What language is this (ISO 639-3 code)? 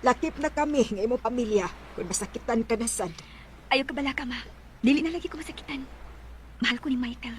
ceb